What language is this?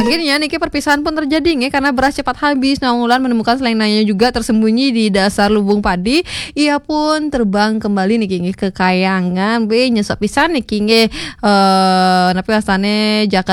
Balinese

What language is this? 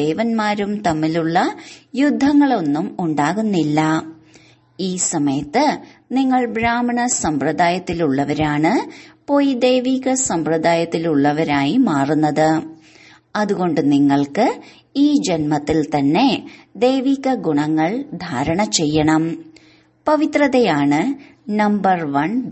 Malayalam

